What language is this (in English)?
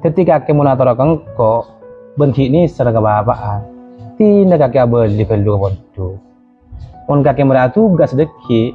Madurese